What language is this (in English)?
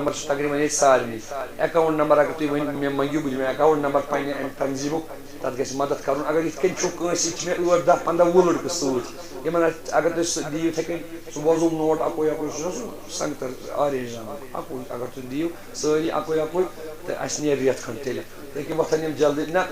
Kashmiri